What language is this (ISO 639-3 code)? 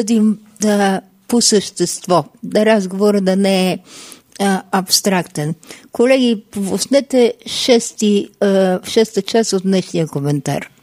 bul